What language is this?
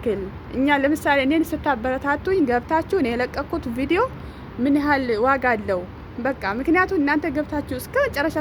Amharic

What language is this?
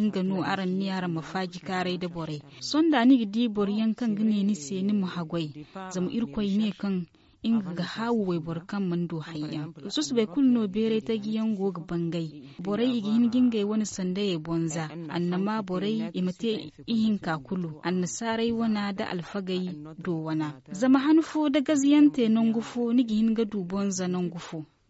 Zarma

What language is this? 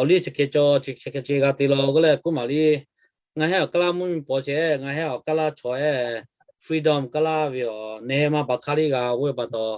Lahu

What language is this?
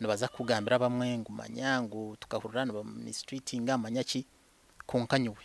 Nyankole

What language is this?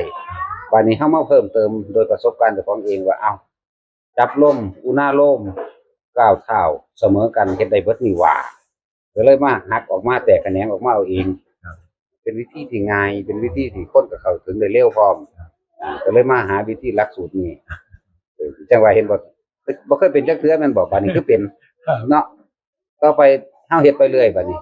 Northeastern Thai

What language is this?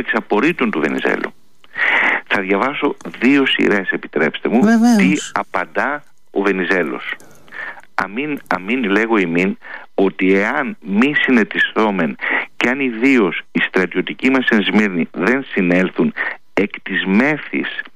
Greek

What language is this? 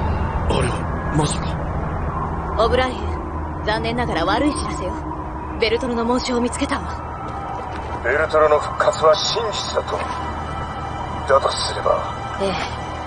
Japanese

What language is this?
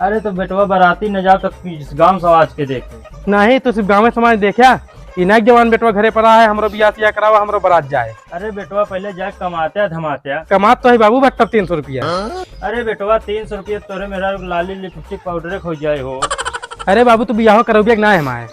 Awadhi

